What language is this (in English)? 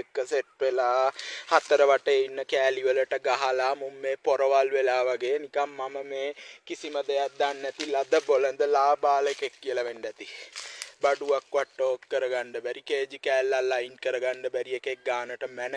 Sinhala